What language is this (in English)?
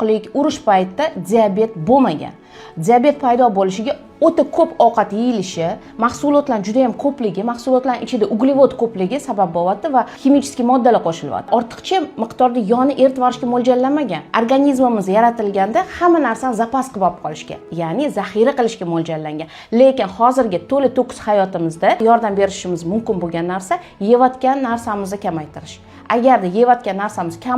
Uzbek